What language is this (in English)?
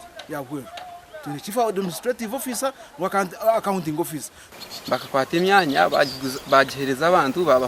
Nyankole